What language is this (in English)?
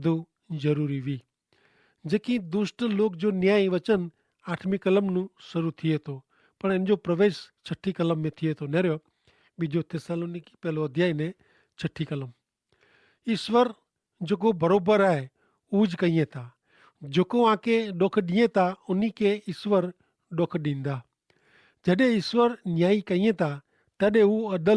Kachhi